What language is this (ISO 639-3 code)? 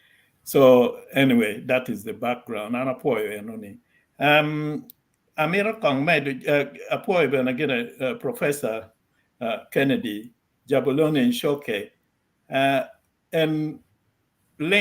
ach